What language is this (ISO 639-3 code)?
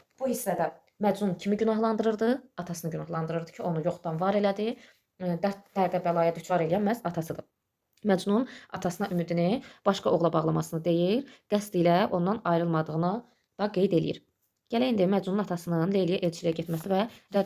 aze